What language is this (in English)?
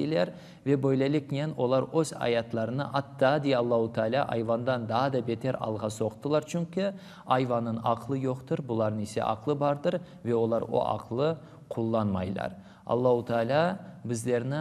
Crimean Tatar